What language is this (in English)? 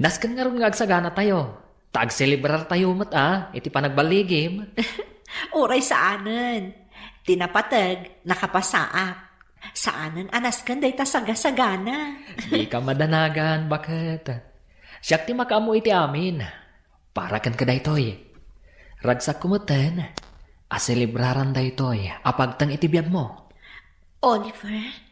Iloko